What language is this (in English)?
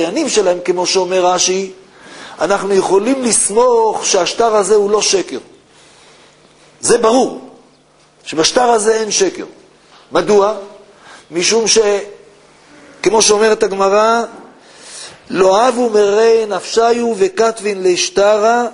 Hebrew